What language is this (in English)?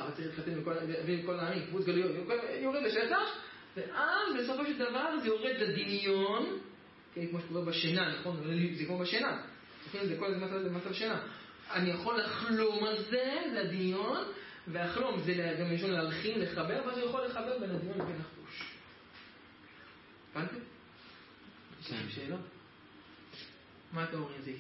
Hebrew